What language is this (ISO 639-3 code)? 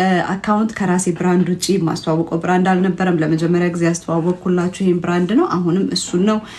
amh